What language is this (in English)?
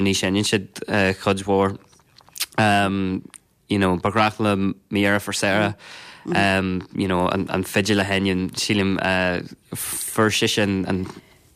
Irish